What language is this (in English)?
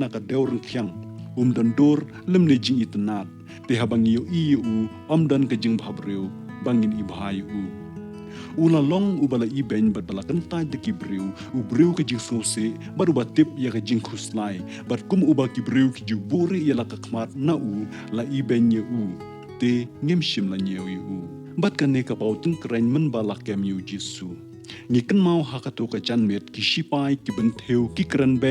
Khasi